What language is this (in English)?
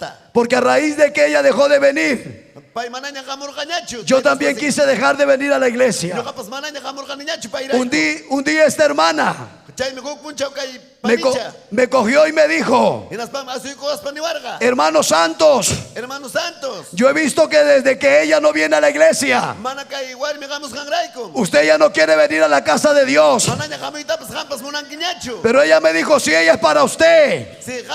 Ayacucho Quechua